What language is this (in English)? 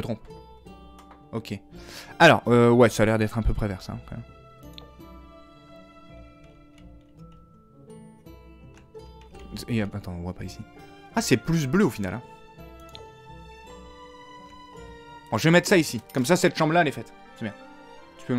French